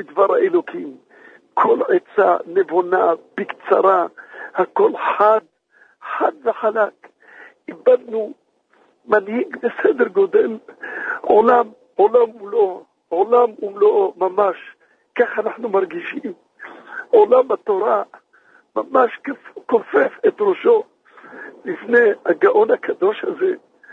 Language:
Hebrew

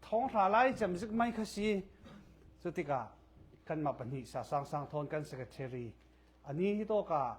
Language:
Falam Chin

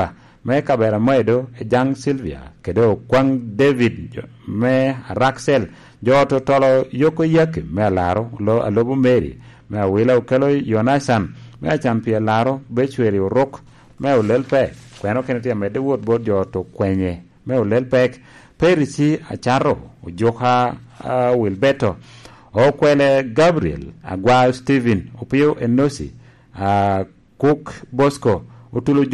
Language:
Lango (Uganda)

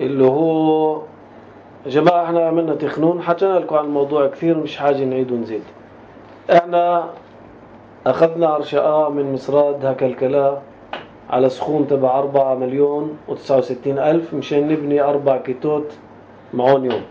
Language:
North Levantine Arabic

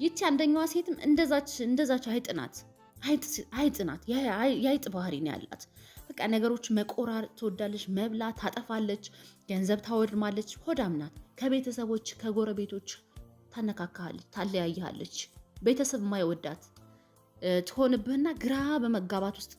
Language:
Amharic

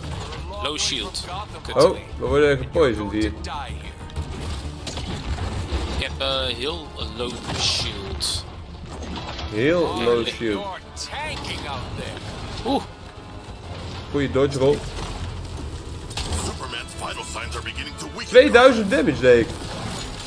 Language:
Dutch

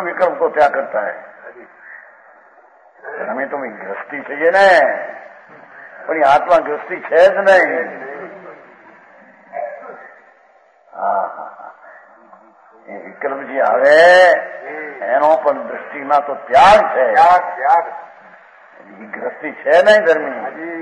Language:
Gujarati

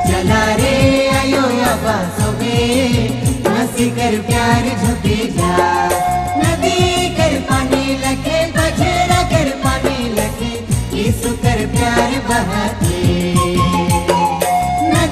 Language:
Sadri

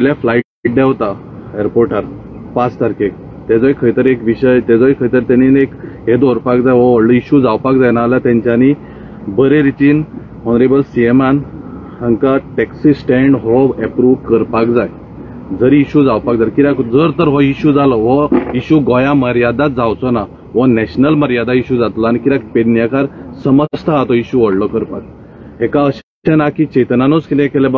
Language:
Konkani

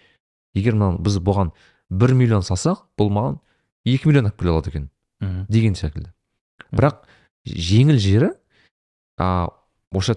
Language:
Kazakh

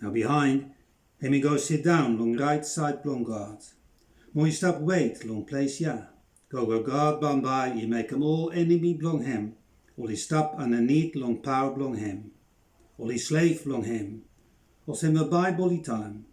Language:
Bislama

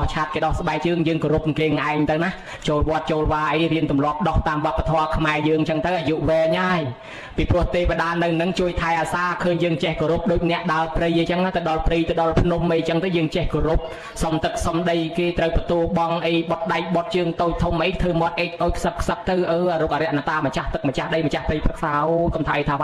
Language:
Khmer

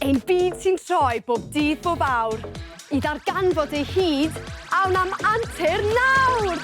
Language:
Welsh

